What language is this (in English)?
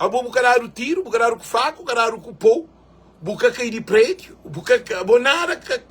Kabuverdianu